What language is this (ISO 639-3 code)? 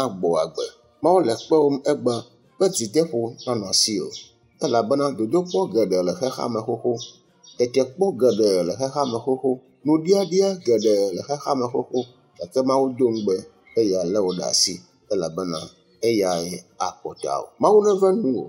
ewe